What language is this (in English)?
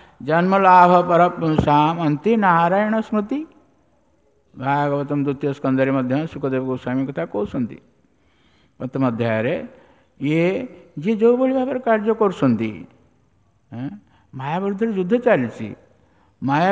Odia